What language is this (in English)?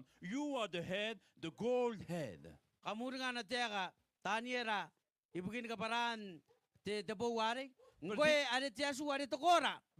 Gilbertese